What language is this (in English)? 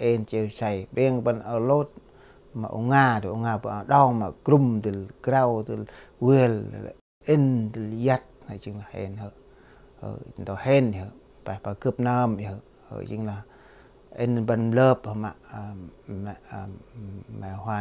Central Mnong